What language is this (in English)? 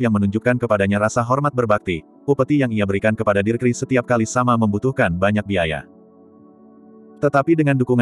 Indonesian